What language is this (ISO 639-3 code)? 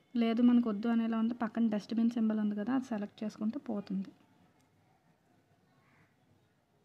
tel